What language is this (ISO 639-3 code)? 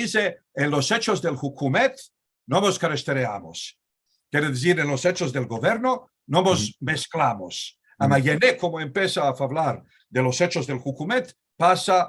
lad